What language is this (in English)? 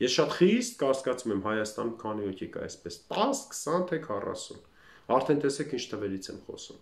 Armenian